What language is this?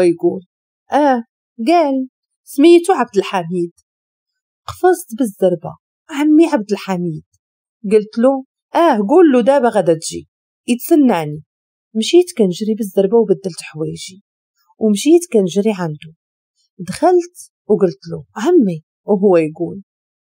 Moroccan Arabic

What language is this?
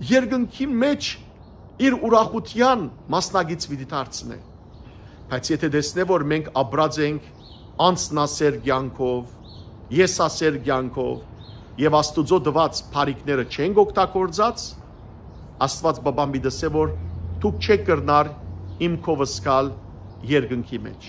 Western Armenian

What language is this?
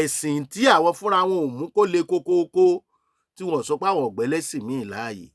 Yoruba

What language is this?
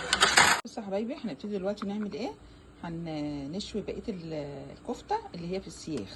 Egyptian Arabic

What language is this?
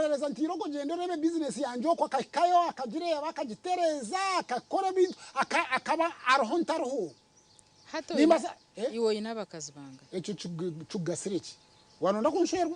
Nyankole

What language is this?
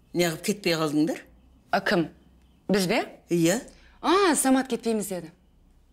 Kazakh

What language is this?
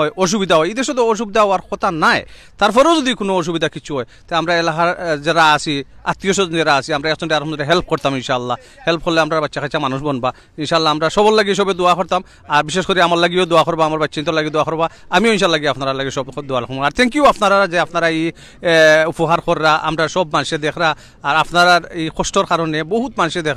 Sylheti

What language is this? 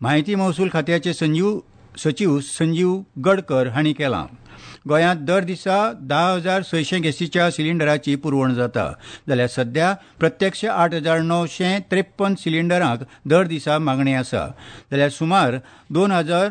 Konkani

